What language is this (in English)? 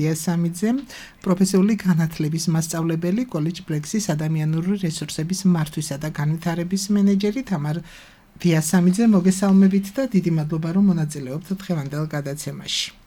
Georgian